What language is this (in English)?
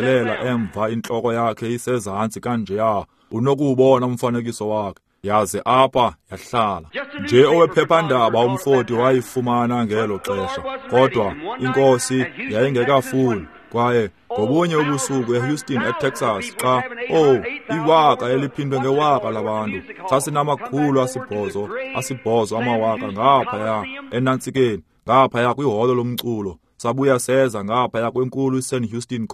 Xhosa